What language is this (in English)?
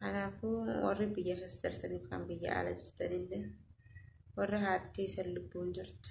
Oromo